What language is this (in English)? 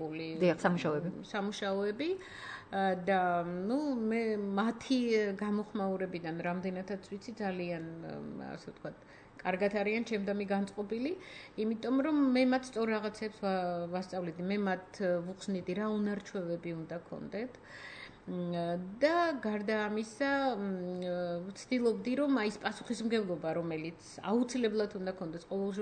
Georgian